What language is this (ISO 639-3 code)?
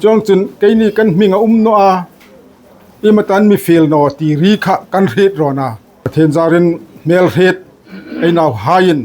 hmr